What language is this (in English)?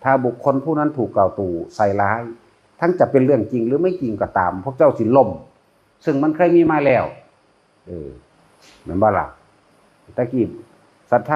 Northeastern Thai